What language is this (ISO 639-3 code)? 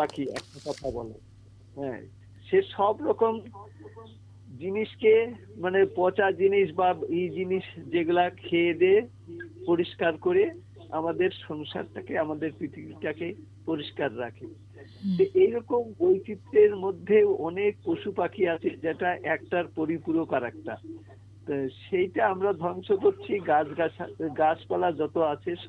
ben